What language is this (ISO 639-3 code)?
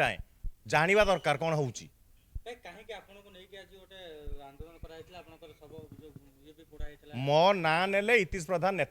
ori